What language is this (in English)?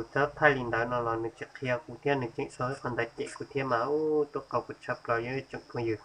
Hmong